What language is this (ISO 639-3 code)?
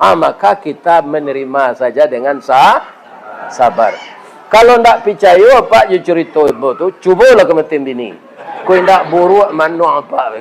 min